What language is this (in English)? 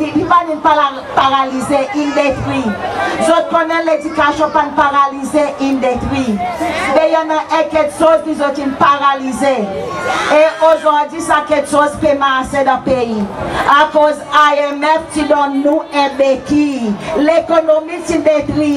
Seselwa Creole French